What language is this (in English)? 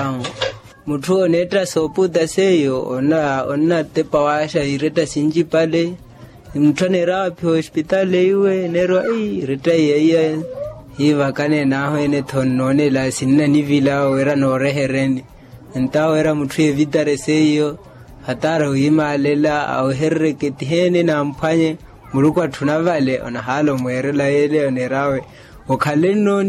Makhuwa